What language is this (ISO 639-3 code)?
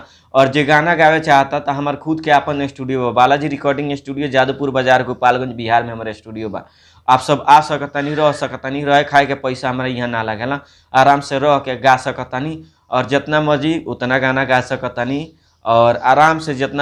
bho